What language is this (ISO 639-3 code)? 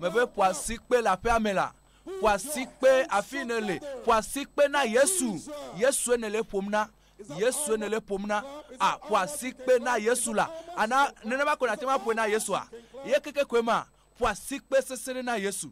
ewe